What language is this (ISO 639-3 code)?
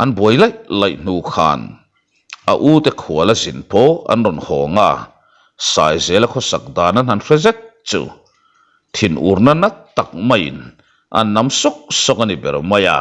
lus